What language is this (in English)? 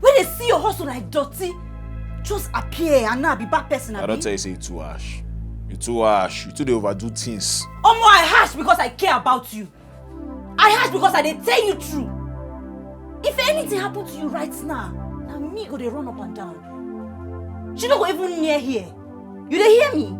Nigerian Pidgin